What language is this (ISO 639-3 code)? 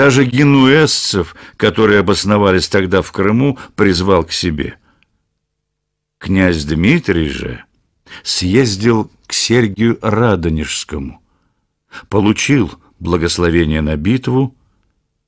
rus